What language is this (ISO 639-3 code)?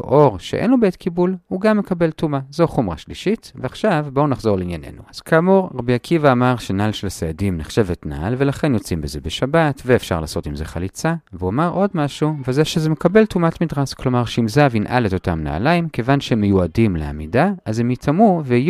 heb